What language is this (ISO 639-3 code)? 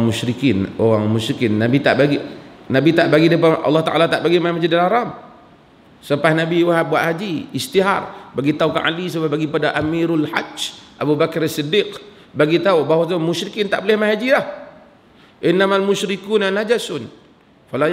msa